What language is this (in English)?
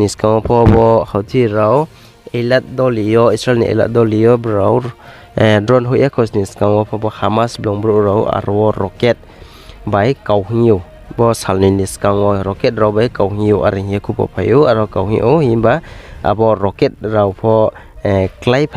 Riang (India)